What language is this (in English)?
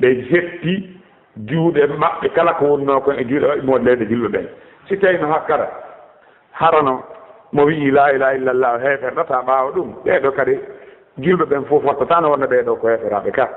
Fula